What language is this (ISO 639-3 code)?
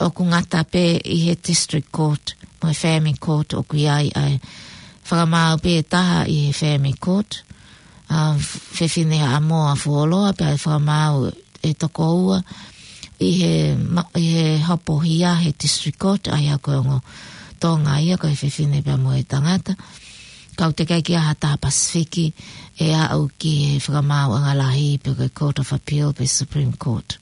ton